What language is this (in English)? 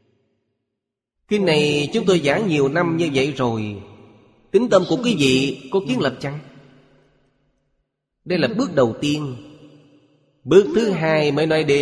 Vietnamese